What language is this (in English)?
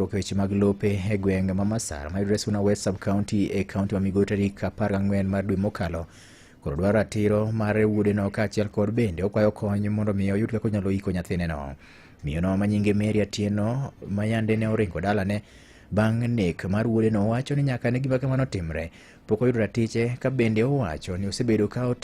Luo (Kenya and Tanzania)